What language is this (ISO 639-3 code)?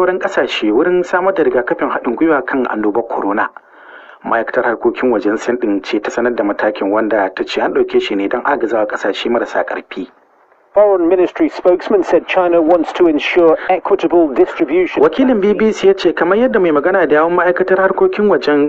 hau